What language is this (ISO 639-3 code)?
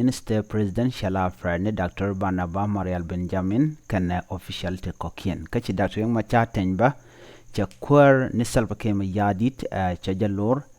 nus